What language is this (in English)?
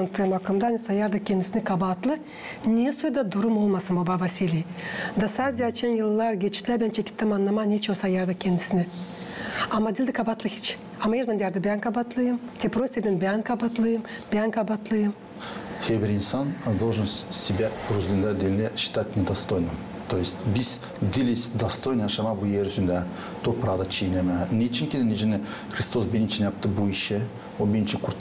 Gagauz